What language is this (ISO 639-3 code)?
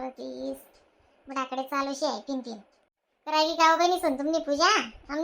khn